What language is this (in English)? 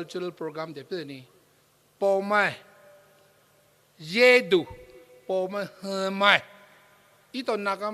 Poumei Naga